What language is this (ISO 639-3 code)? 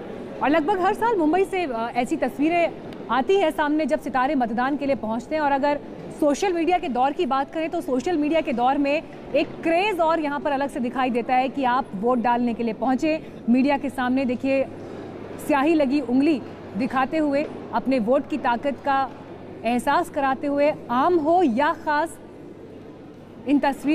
hin